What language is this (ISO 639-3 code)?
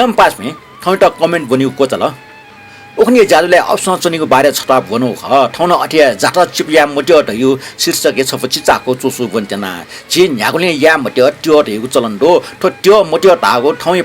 new